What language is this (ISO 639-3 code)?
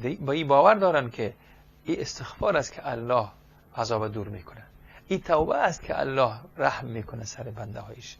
fas